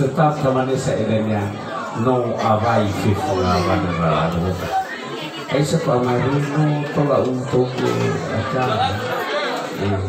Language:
Nias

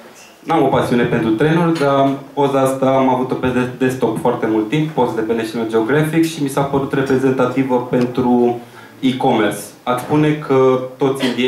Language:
Romanian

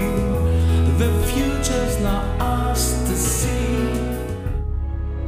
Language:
Greek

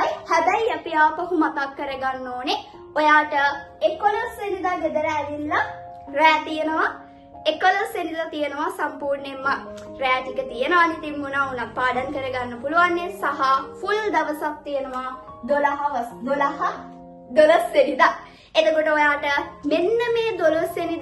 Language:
Sinhala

